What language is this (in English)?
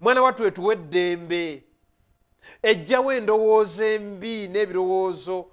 Ganda